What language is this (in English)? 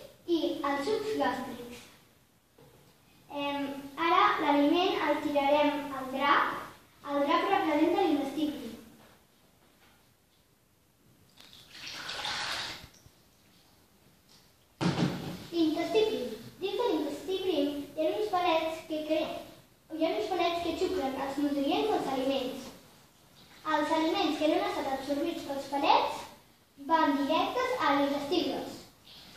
Catalan